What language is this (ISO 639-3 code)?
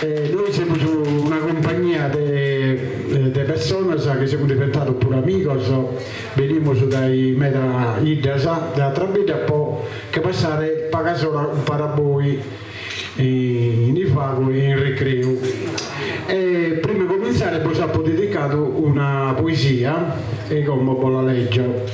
srd